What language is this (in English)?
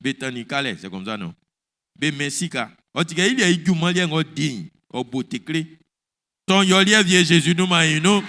Baoulé